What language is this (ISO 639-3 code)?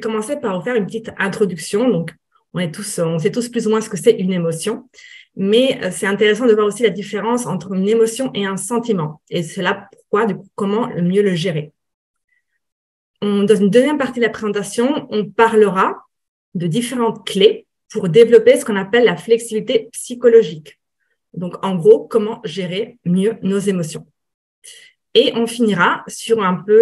fra